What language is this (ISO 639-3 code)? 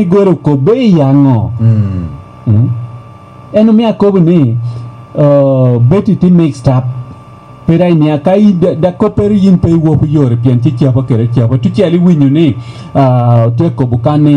laj